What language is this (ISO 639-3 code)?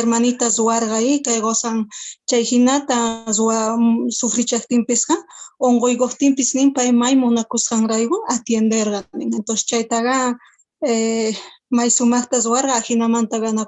quh